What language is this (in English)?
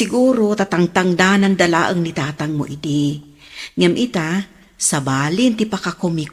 Iloko